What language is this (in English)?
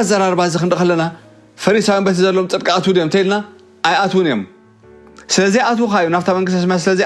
Tigrinya